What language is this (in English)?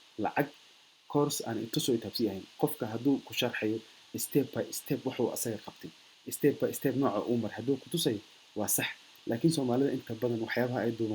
Somali